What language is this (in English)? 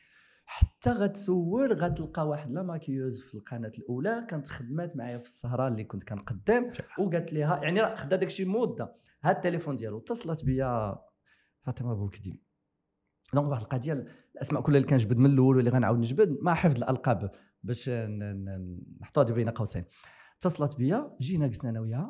Moroccan Arabic